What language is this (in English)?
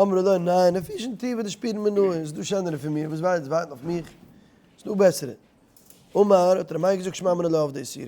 Yiddish